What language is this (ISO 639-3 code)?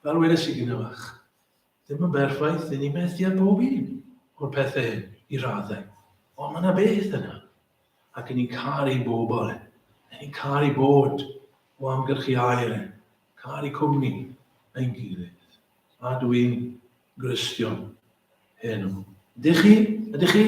cym